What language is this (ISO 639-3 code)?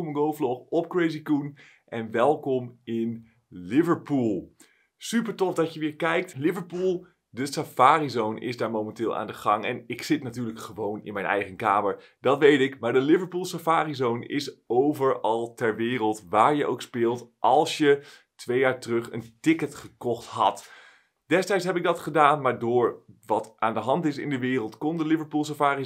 nld